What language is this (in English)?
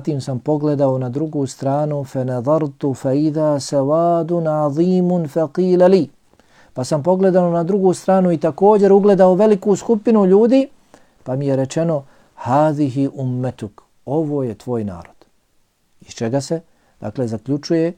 Bosnian